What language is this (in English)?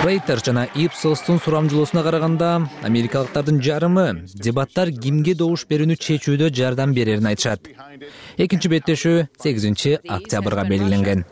Kyrgyz